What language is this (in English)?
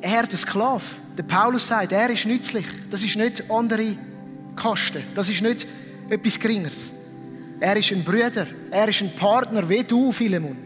Swiss German